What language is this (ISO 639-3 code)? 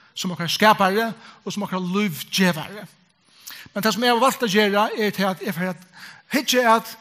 fao